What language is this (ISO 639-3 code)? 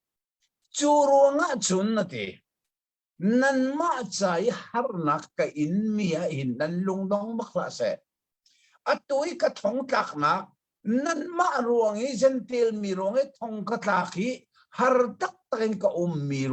cnh